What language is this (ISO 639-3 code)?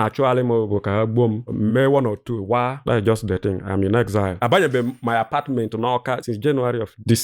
ibo